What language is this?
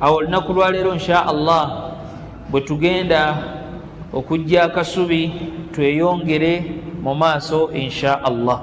Ganda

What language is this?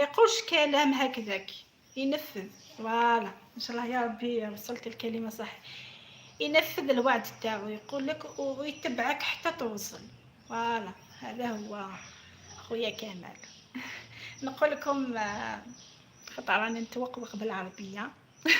Algerian Arabic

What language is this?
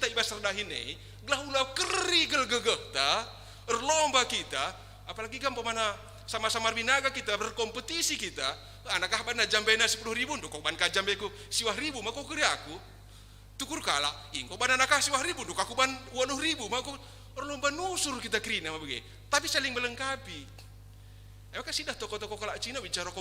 Batak Karo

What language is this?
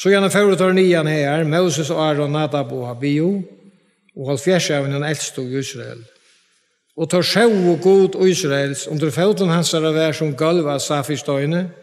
Faroese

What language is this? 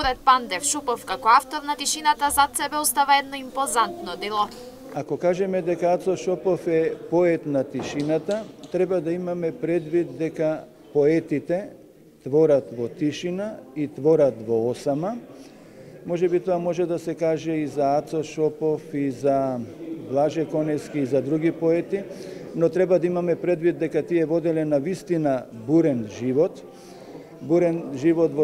Macedonian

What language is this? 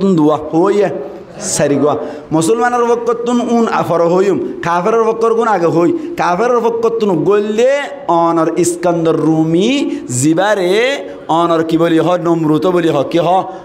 Rohingya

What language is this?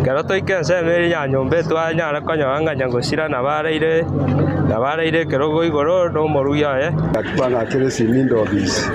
Gusii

